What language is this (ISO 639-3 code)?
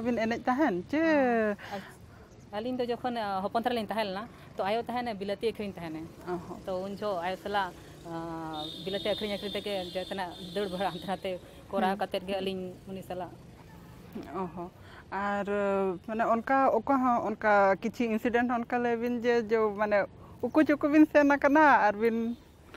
sat